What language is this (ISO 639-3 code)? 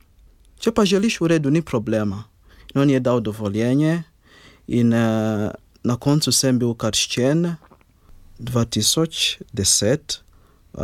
slv